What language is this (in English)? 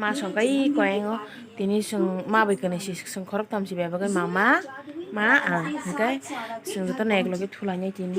Kok Borok